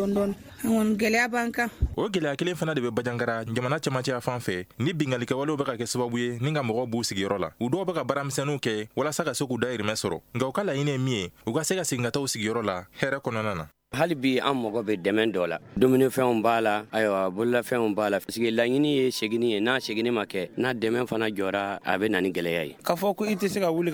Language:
Bambara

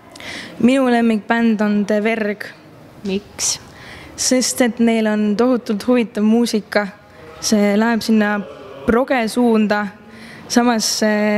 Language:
Estonian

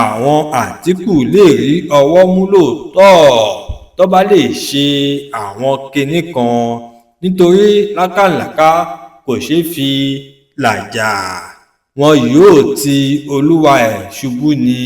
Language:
Yoruba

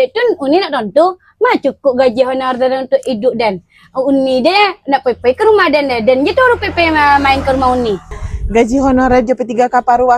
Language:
Minangkabau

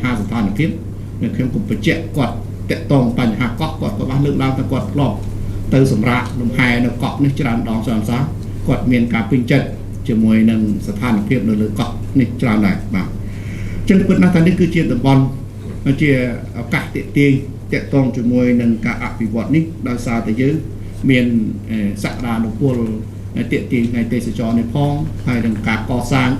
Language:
Khmer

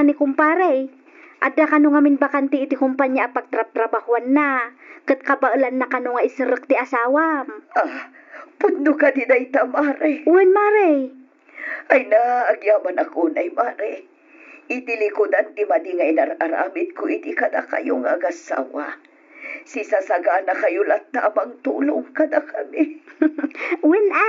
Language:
Iloko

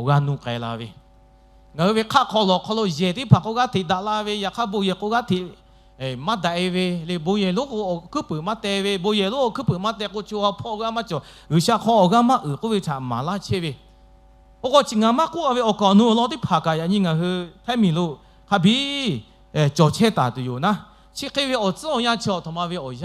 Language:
Lahu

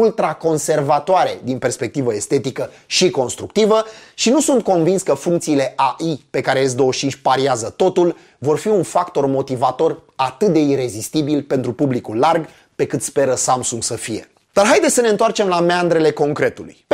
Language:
Romanian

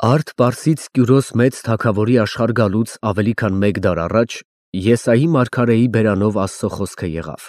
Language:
Armenian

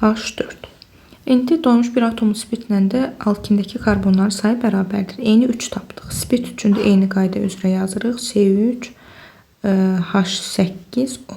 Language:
Azerbaijani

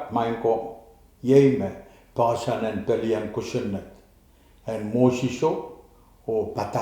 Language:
Pohnpeian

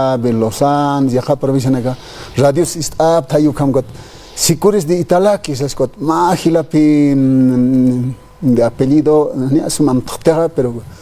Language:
Aymara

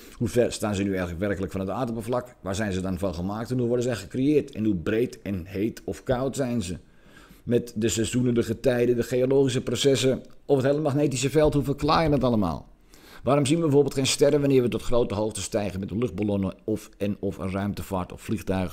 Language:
Dutch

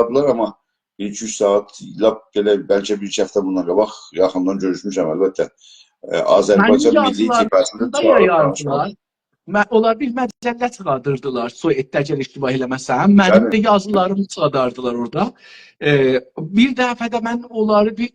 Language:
South Azerbaijani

